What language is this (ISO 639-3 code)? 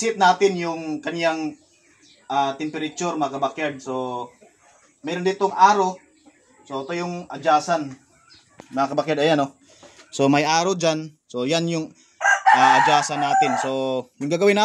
fil